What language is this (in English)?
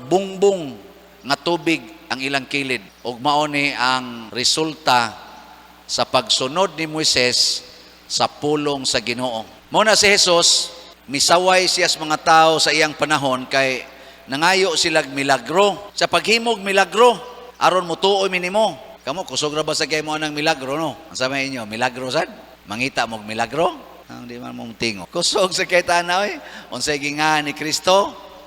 Cebuano